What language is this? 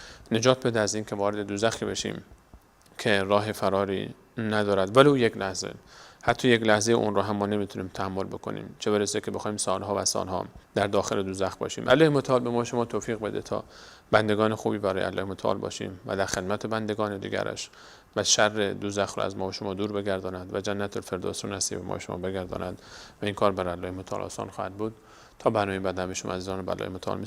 Persian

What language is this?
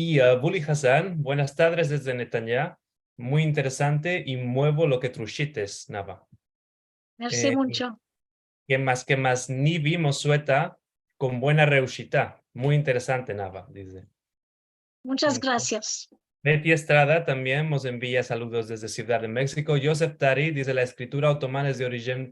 Ladino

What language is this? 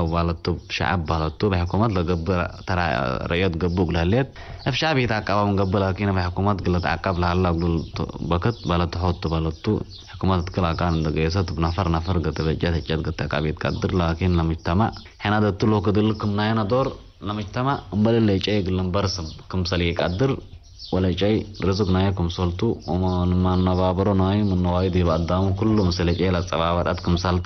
Tigre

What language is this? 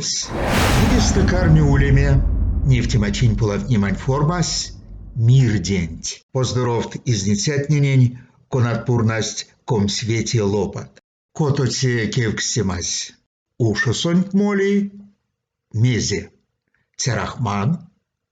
Erzya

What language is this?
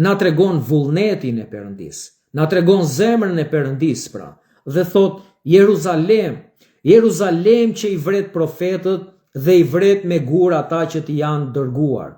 Albanian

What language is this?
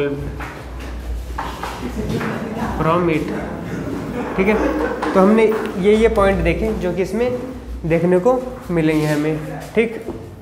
Hindi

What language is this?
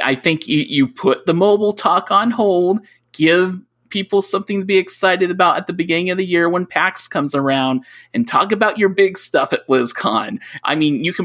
English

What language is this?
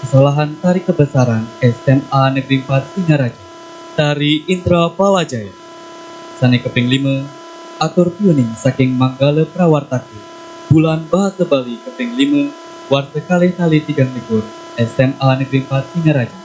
Balinese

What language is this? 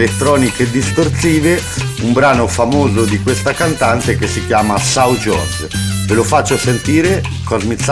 Italian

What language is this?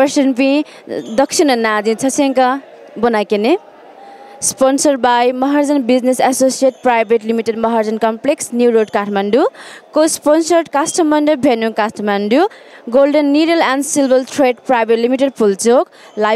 Newari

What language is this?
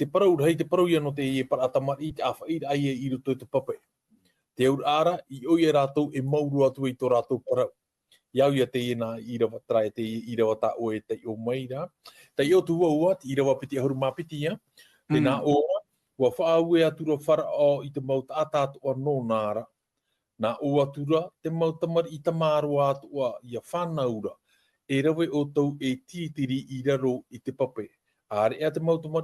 Tahitian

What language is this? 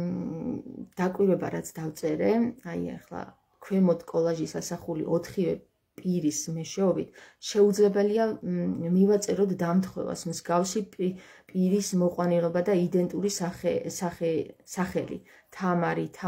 Georgian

